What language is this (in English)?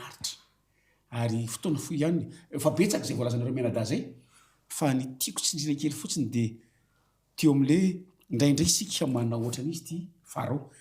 Malagasy